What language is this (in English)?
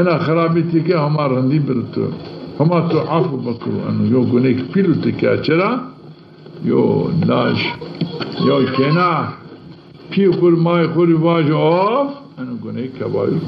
Zaza